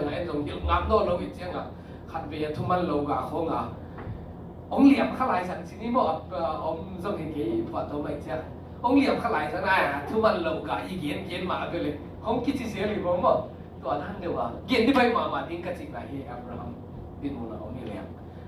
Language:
Tedim Chin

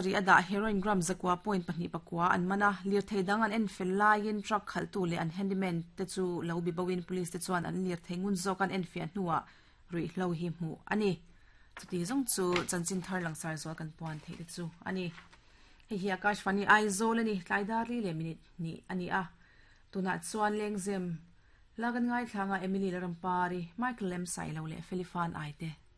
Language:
Mizo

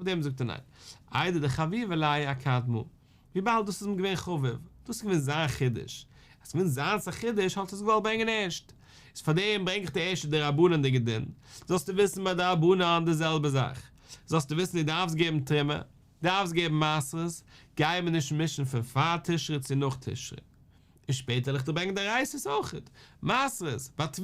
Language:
Yiddish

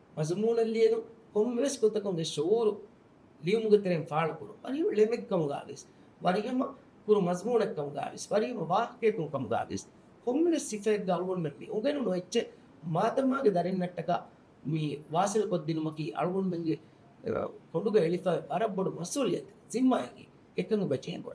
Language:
Divehi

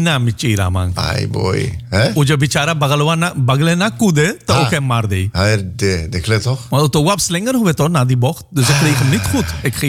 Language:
Dutch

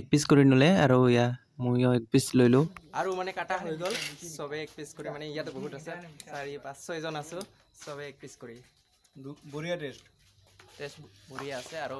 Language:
Assamese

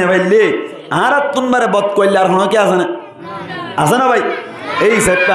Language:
Rohingya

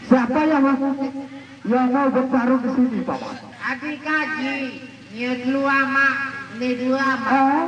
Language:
Sasak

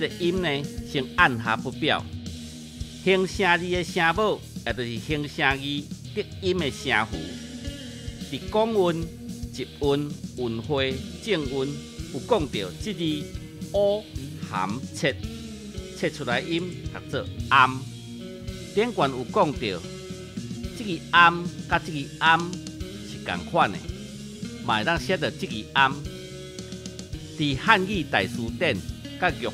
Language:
Min Nan Chinese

